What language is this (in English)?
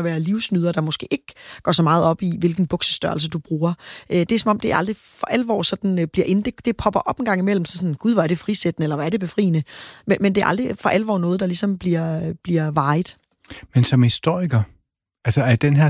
Danish